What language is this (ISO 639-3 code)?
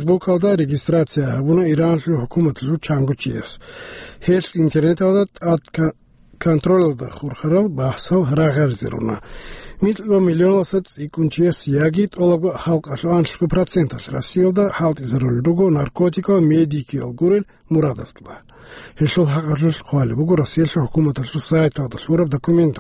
ava